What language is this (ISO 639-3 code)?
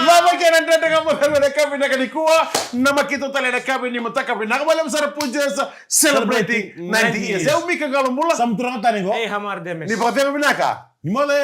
fij